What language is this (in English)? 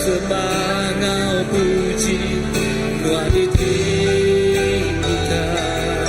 Iban